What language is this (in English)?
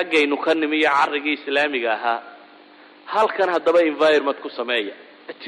Somali